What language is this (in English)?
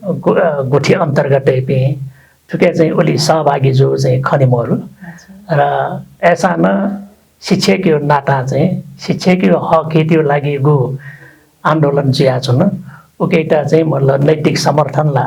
Newari